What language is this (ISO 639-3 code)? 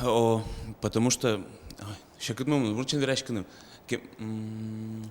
udm